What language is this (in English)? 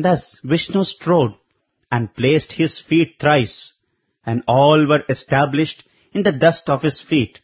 Sanskrit